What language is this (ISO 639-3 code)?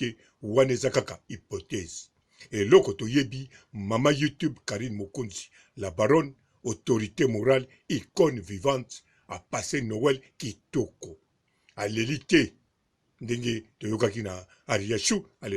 lin